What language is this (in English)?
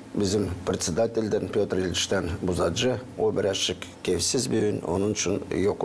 Gagauz